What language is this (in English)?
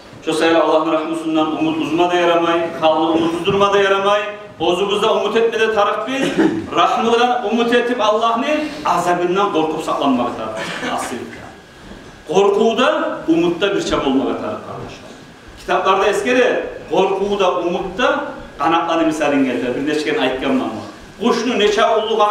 Kumyk